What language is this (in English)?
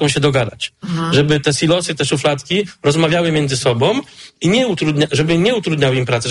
Polish